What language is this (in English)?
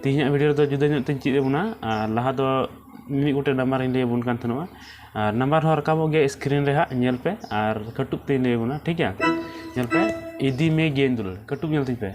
Santali